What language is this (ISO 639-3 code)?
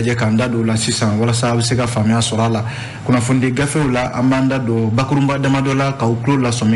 bam